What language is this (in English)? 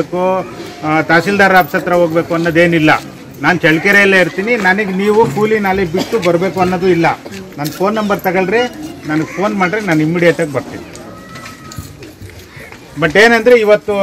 Kannada